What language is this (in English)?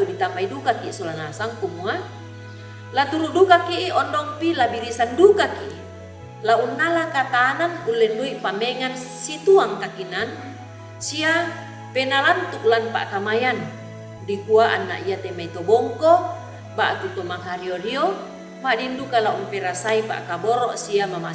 Toraja-Sa'dan